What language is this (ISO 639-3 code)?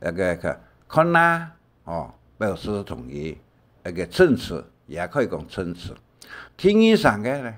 hak